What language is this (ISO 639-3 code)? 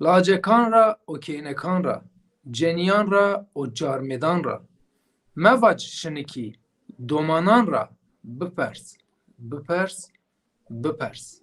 zza